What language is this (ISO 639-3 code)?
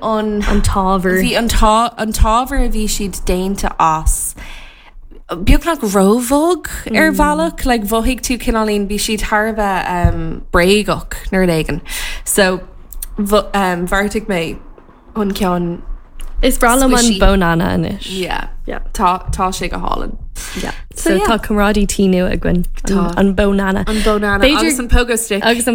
gle